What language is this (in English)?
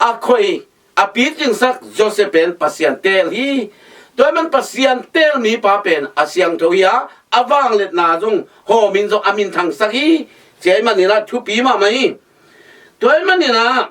Tedim Chin